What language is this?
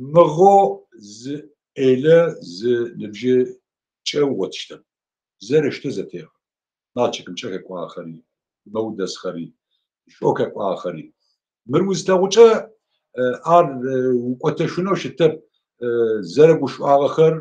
Adyghe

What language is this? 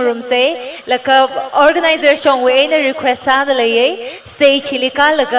Tangkhul Naga (India)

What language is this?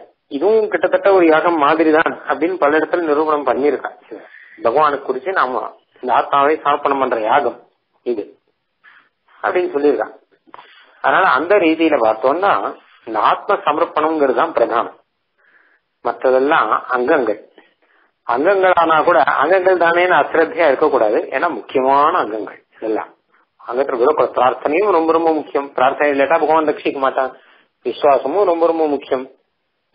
Tamil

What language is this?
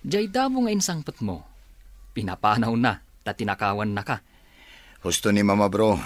Iloko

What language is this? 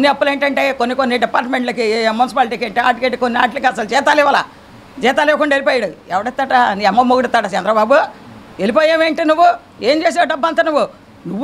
Telugu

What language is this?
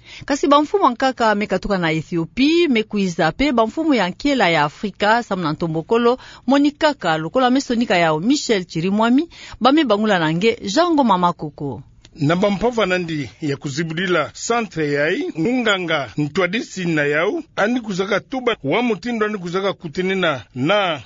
Kituba (Democratic Republic of Congo)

